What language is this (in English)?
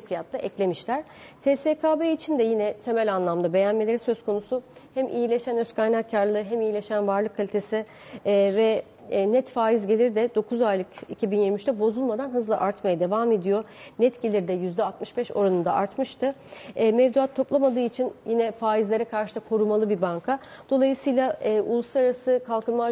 Turkish